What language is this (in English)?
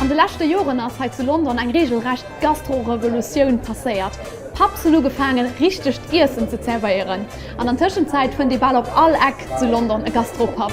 Luxembourgish